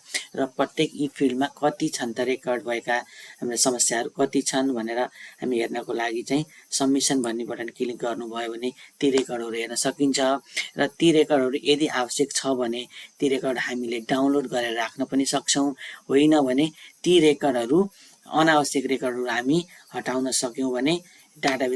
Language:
Nepali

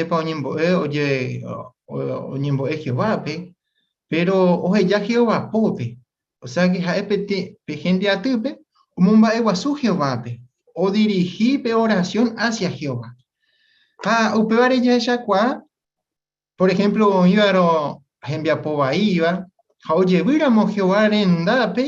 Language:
Guarani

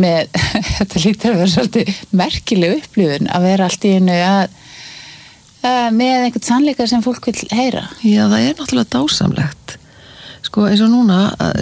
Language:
Icelandic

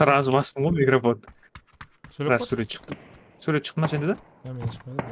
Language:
Kara-Kalpak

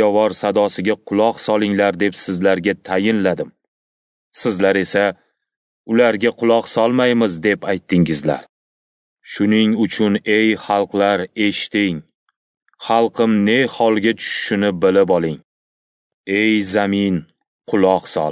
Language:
Uzbek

